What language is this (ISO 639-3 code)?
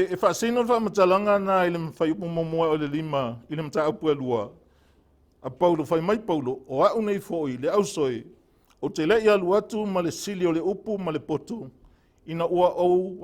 smo